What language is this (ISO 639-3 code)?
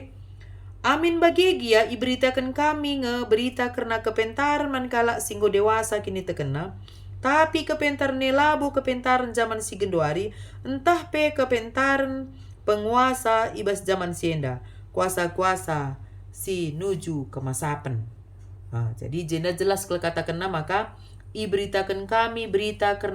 btx